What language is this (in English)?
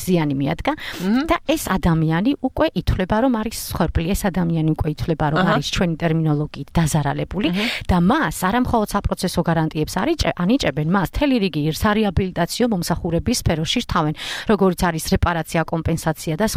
Georgian